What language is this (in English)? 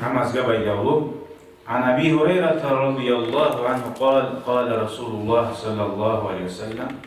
Kumyk